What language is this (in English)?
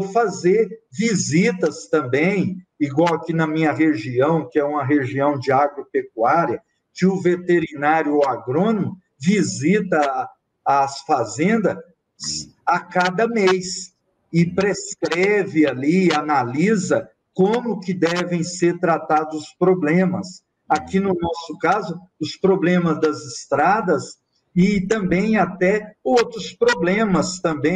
Portuguese